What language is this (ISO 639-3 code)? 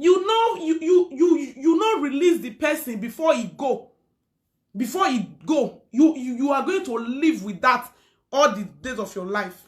pcm